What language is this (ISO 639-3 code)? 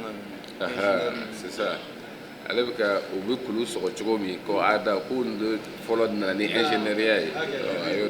bam